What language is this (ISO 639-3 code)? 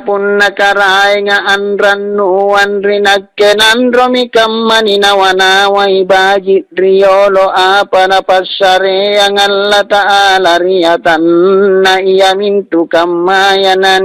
mak